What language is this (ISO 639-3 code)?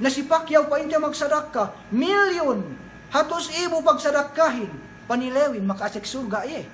yka